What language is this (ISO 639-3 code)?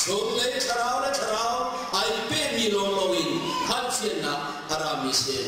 cnh